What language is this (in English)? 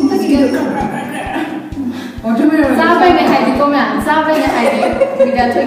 Manipuri